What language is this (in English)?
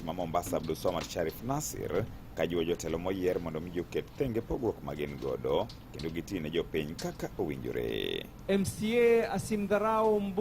Luo (Kenya and Tanzania)